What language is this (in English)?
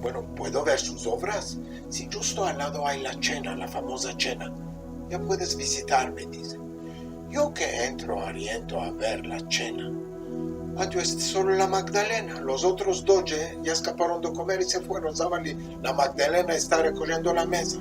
Ladino